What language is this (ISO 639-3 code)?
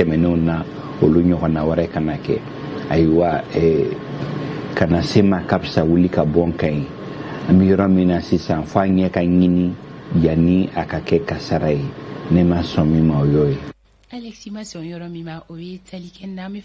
bam